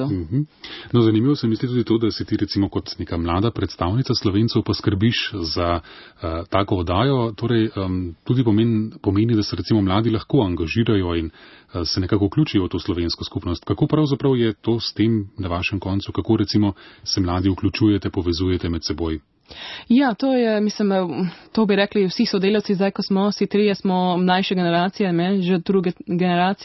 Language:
Slovenian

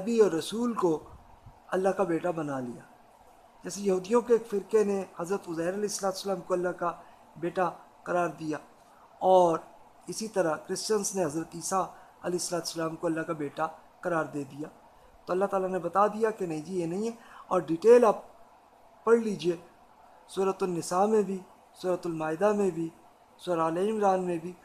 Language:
Urdu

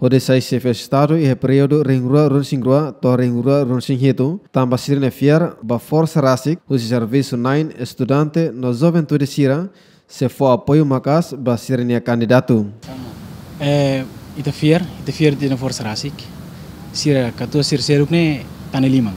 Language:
Tetum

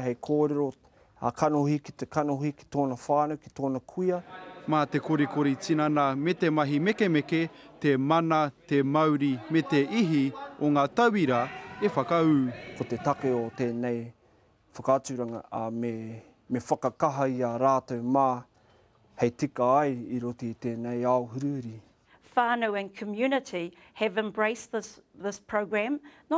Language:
Māori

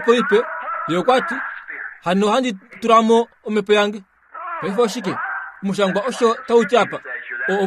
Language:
Kuanyama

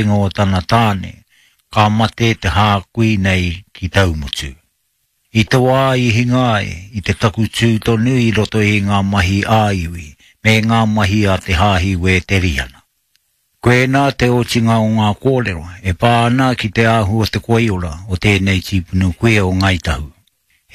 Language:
Māori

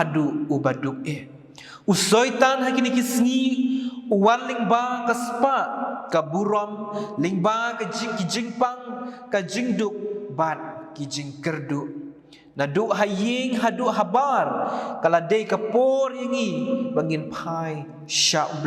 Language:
Khasi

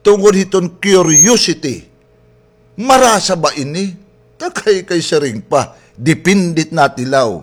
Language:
Waray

